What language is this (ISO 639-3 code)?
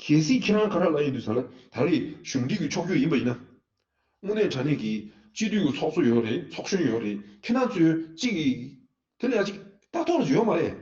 bod